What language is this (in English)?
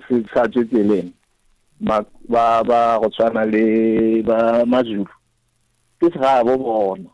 Northern Sotho